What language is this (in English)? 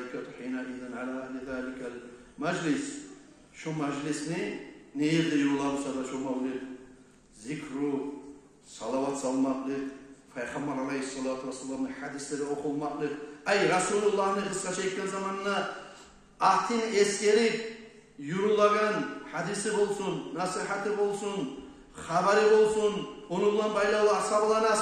Kumyk